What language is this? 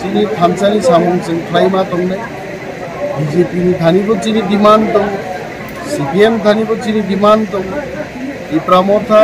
Kok Borok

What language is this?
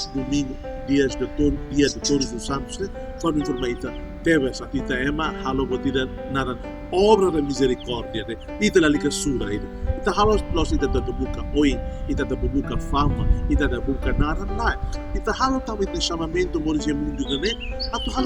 Tetum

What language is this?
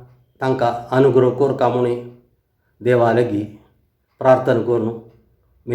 Konkani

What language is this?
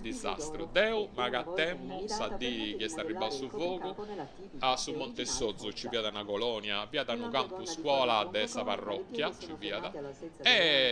Sardinian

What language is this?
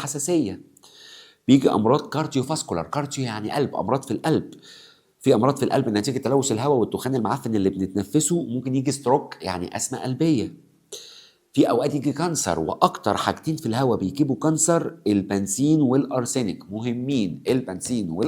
Egyptian Arabic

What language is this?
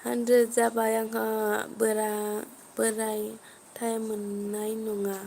Bodo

